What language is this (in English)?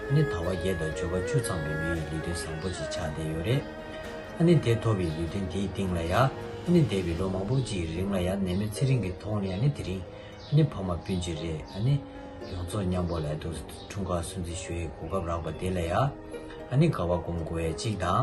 Tibetan